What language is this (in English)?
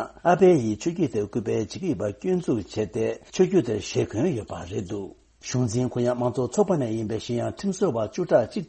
Tibetan